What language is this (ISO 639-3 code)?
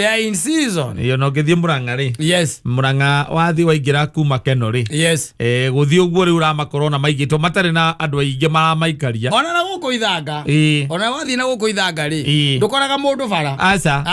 kik